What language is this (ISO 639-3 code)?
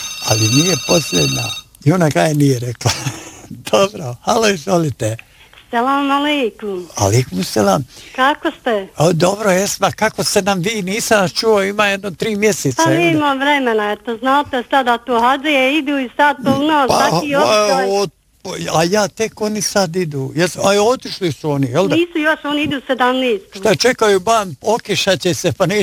bos